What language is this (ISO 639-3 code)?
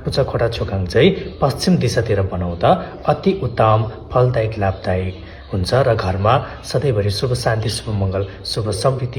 nep